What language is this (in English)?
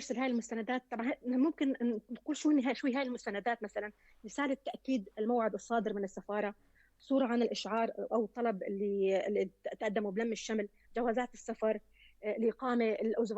North Levantine Arabic